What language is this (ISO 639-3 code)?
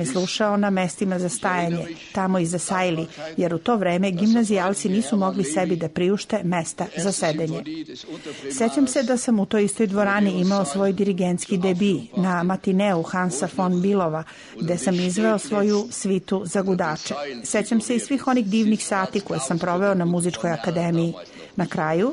srp